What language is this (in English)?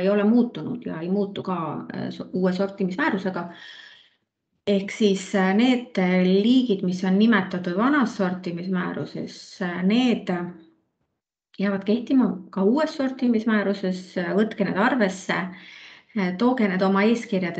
Estonian